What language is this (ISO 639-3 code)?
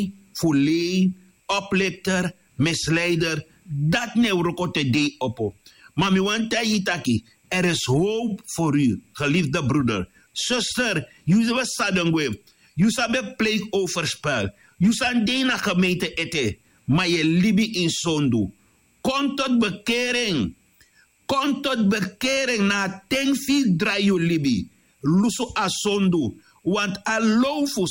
srn